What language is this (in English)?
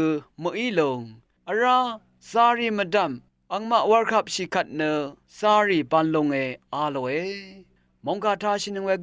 Rawang